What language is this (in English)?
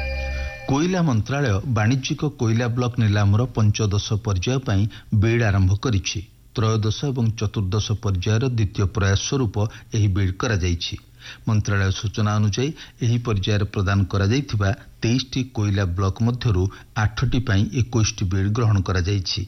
Odia